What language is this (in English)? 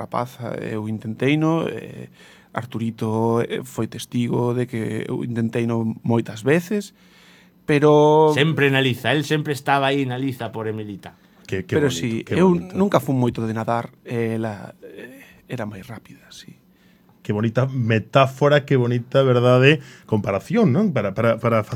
Galician